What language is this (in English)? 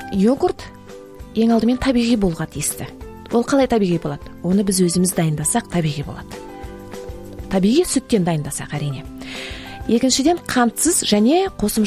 Kazakh